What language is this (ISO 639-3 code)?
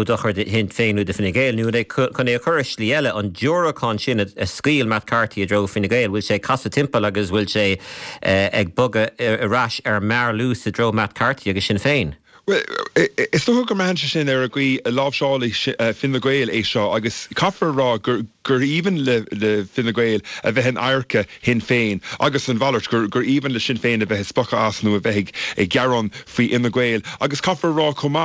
gle